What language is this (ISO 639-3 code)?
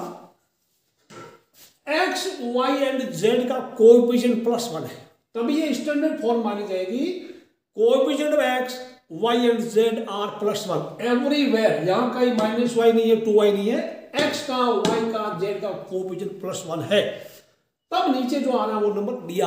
hin